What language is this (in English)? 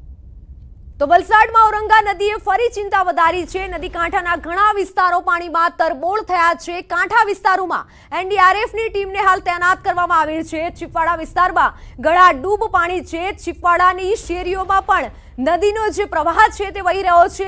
Gujarati